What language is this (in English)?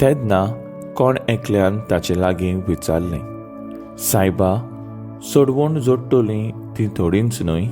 Konkani